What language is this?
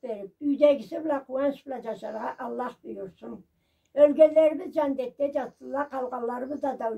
Karachay-Balkar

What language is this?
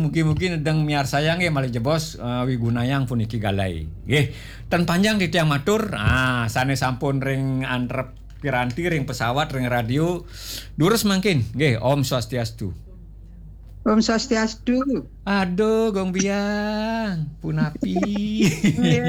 Balinese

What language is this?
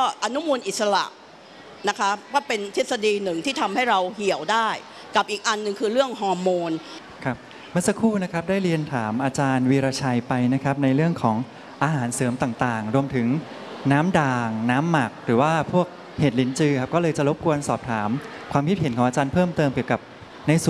Thai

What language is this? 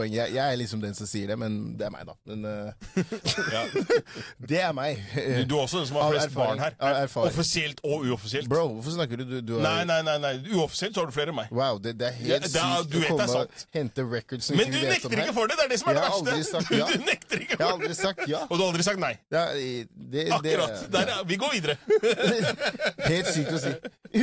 Norwegian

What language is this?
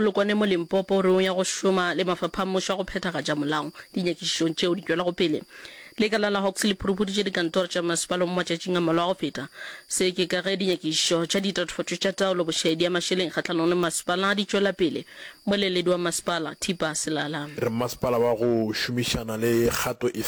Northern Sotho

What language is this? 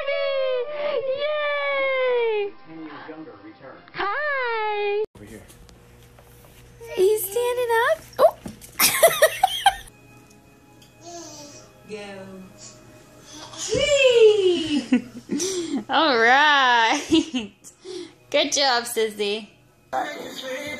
English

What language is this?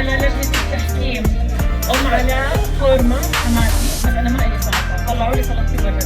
North Levantine Arabic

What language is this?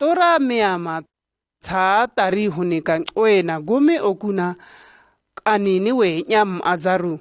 Shua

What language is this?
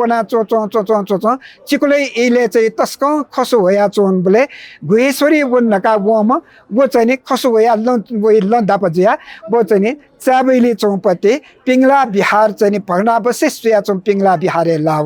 Newari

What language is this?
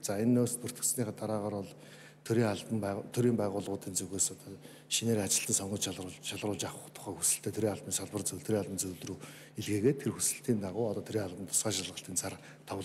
Mongolian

